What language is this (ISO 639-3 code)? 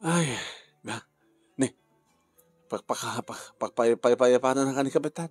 ilo